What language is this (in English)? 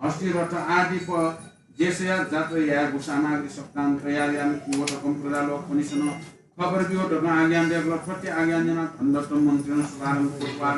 Newari